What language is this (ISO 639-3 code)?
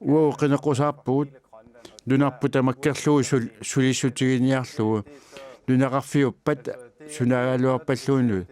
kal